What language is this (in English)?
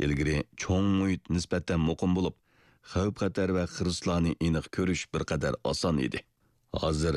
Uyghur